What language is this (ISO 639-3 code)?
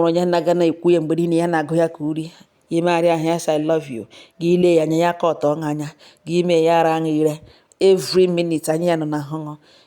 ibo